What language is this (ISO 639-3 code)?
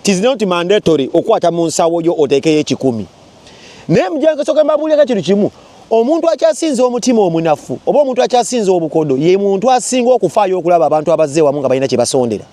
lug